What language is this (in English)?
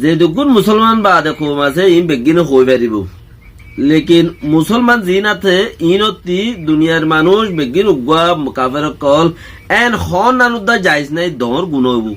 Rohingya